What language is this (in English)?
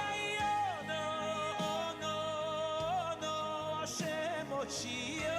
Yiddish